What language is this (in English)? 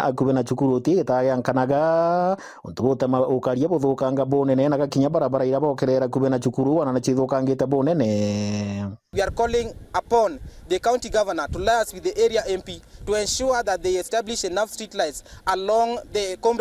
Meru